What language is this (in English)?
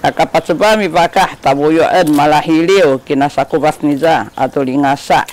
Sakizaya